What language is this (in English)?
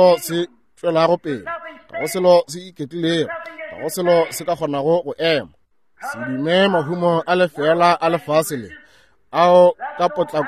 Northern Sotho